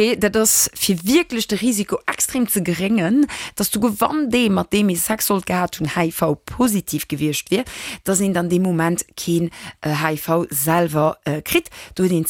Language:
Luxembourgish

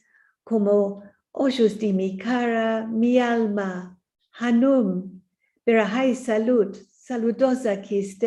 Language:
Ladino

